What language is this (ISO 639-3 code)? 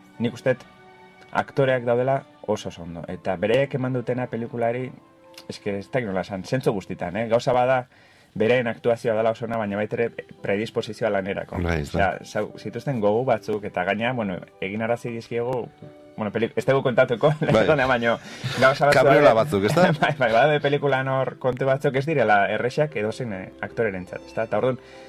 eus